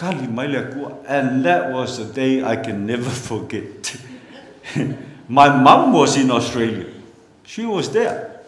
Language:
Samoan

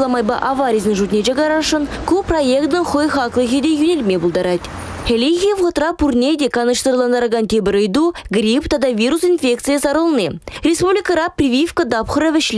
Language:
Chuvash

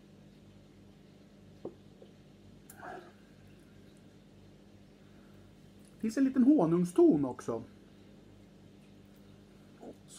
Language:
Swedish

